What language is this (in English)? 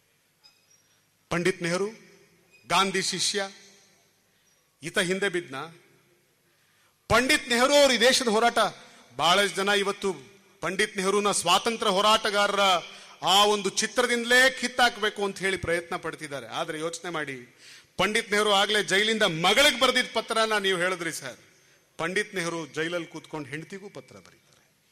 Kannada